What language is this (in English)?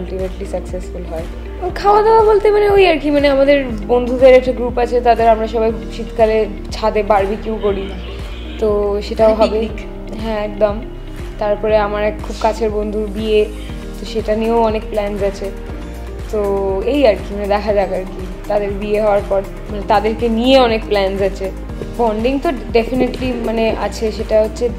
Bangla